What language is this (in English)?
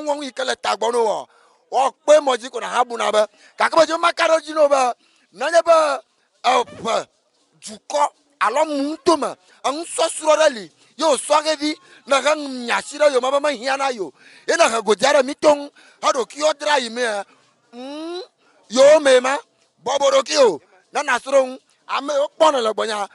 Ewe